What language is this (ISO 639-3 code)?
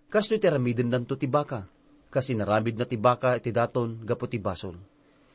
ilo